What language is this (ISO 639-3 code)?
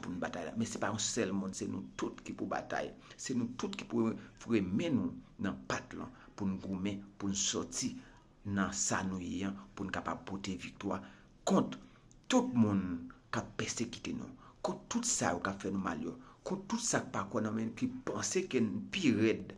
hat